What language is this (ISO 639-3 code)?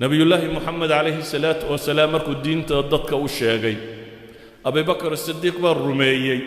som